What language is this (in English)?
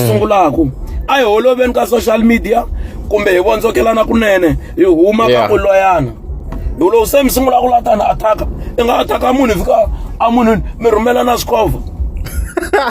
Tsonga